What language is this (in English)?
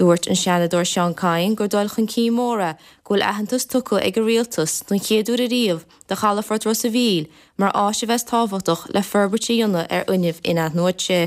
Irish